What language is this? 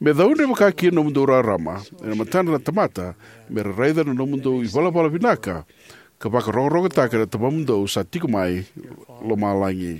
Fijian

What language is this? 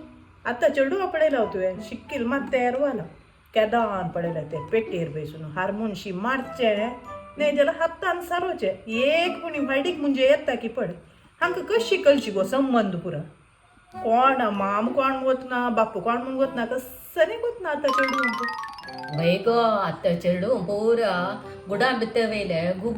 Konkani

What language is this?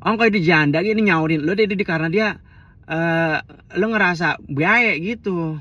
Betawi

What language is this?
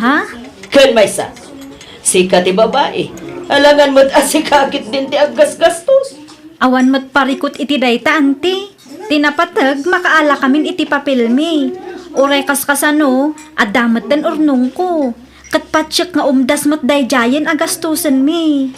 Iloko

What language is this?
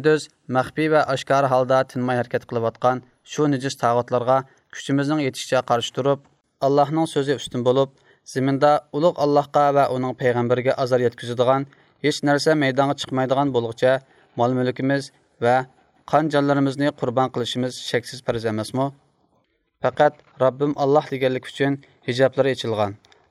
Uyghur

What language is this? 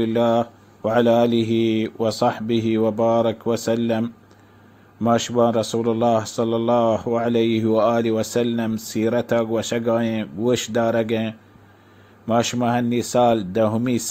Baluchi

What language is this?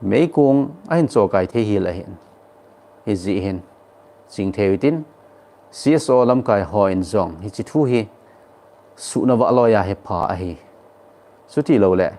Thado Chin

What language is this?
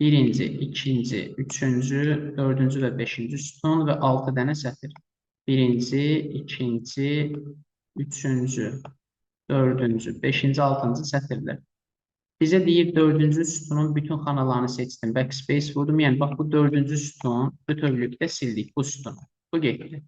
Azerbaijani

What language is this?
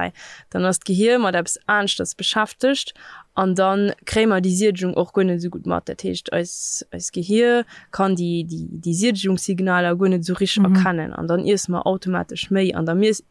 Luxembourgish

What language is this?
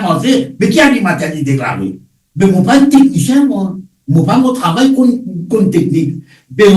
Morisyen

